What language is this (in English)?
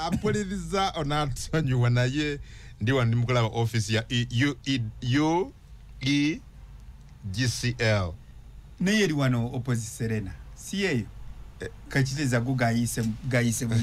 Ganda